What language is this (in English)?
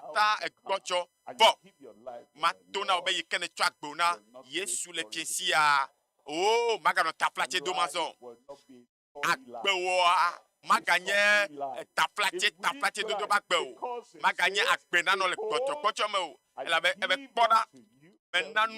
Ewe